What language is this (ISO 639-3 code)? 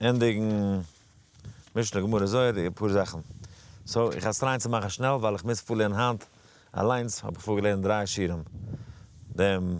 yid